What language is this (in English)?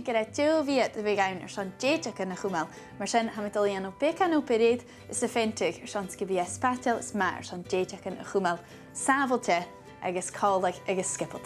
Scottish Gaelic